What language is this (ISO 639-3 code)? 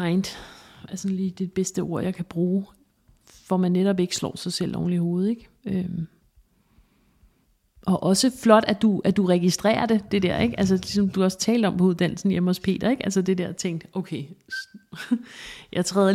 dan